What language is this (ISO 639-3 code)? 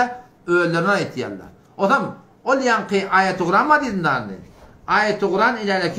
tuk